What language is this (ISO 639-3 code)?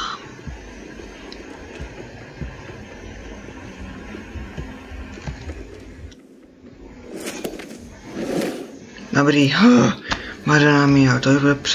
ces